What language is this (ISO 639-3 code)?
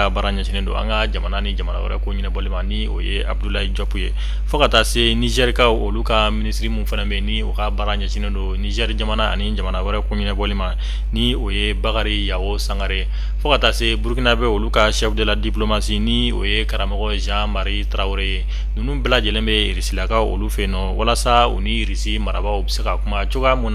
bam